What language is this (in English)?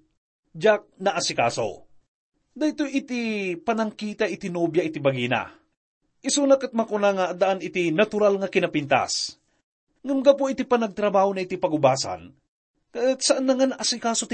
Iloko